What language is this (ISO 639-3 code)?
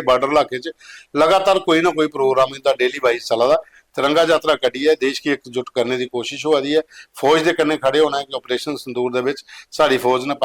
doi